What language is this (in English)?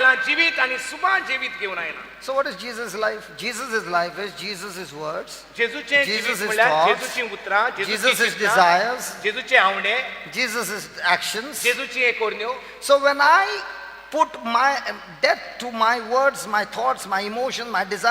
Konkani